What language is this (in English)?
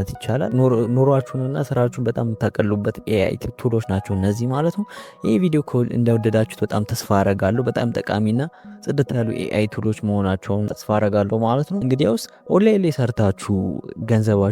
Amharic